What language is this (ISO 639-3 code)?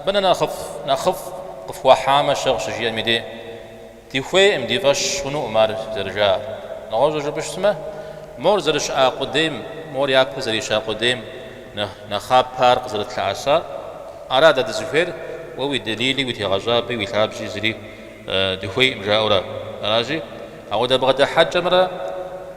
kbd